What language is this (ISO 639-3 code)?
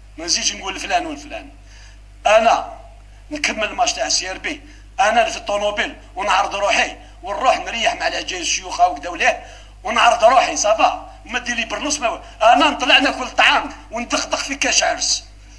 arq